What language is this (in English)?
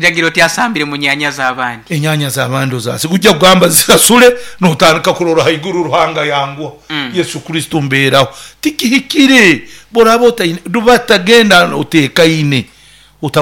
Nyoro